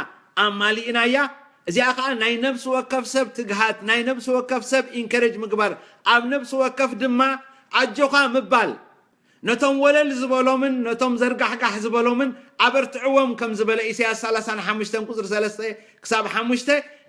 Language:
Tigrinya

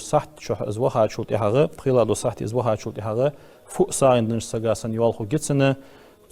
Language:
Ingush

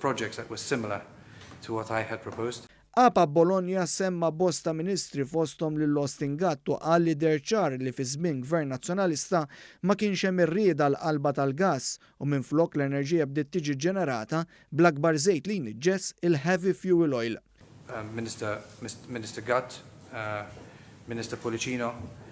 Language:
Maltese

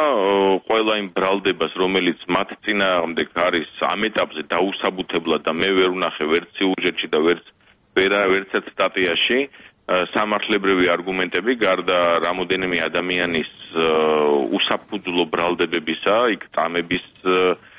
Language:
Georgian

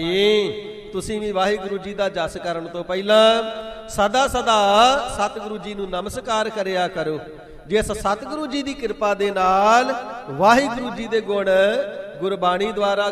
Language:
Punjabi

